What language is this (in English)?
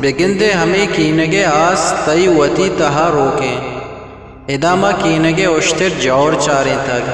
Eastern Balochi